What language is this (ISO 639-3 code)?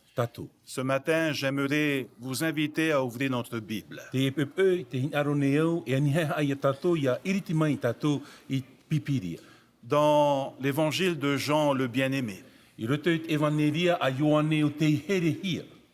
tah